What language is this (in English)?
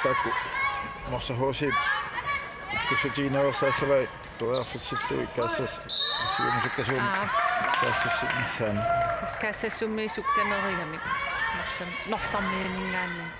Kalaallisut